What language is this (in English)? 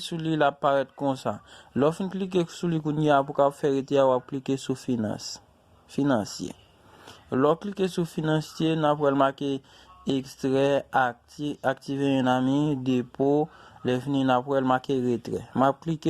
Haitian Creole